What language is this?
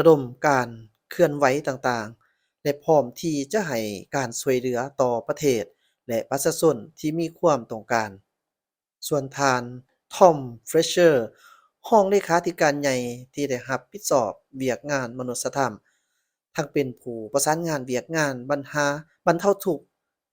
Lao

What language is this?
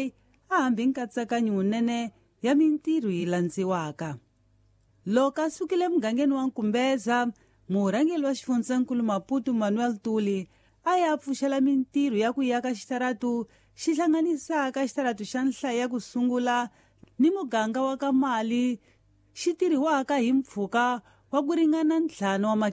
Tsonga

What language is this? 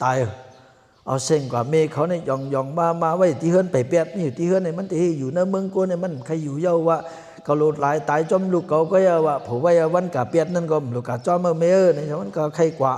Shan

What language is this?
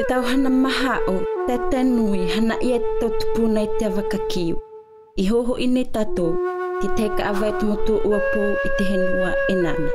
South Marquesan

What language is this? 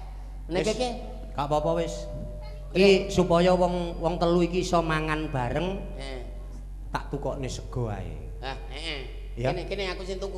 Javanese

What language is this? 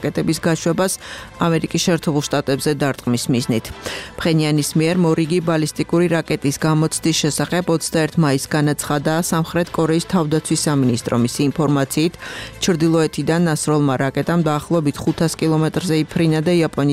Georgian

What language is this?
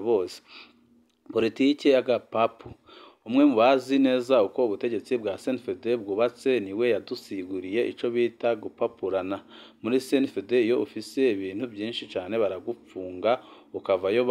Rundi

